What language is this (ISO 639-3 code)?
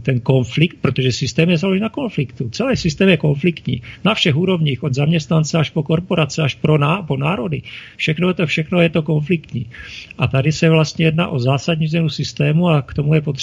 ces